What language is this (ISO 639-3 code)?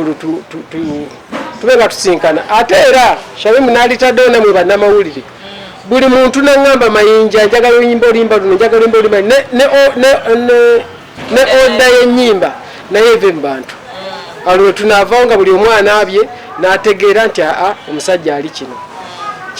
lug